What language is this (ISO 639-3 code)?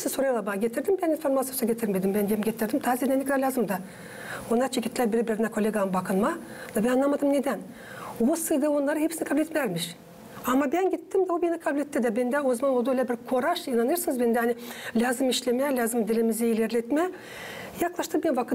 gag